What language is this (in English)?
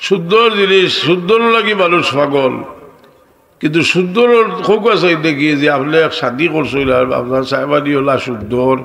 Sylheti